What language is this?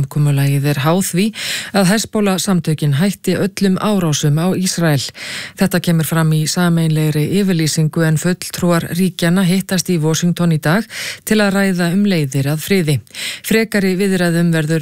Icelandic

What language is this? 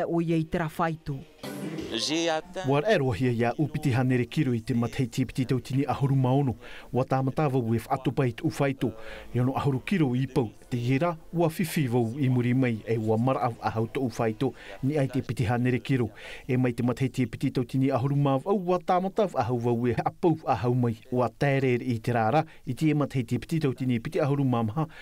Tahitian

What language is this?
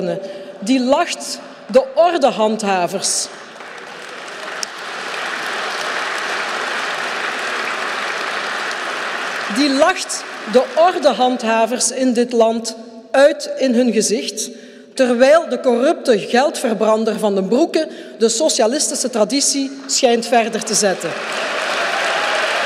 Dutch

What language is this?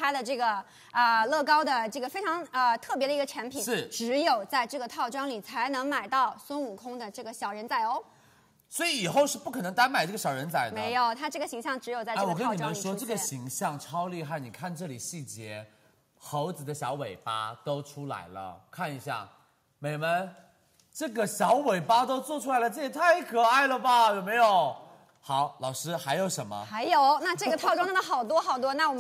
Chinese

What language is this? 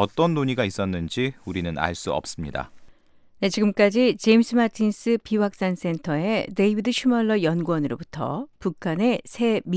Korean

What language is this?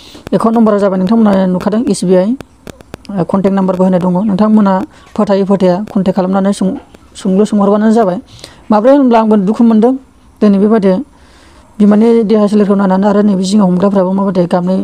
Bodo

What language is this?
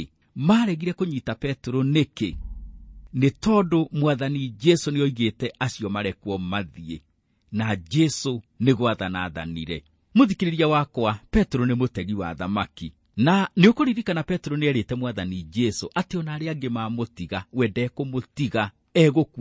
Kikuyu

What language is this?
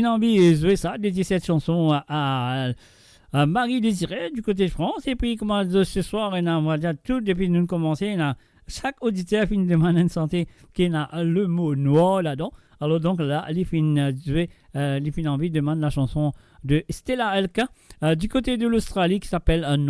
Morisyen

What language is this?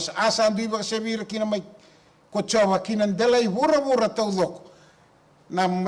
Fijian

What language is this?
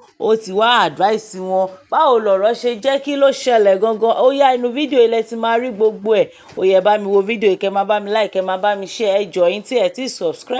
Yoruba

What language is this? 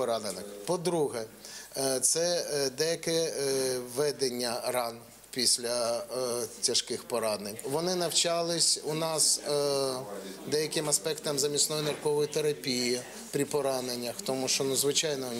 Ukrainian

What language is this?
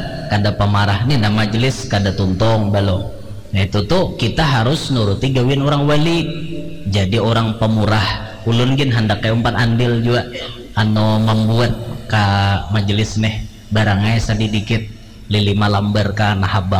Banjar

